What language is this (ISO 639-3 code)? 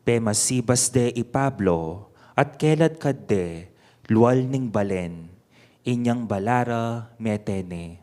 pam